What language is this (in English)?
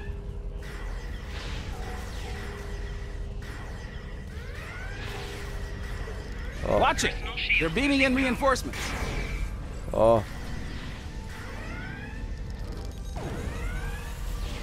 German